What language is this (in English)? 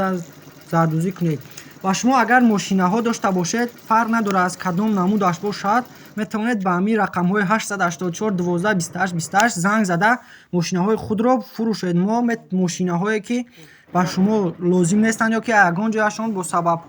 Tajik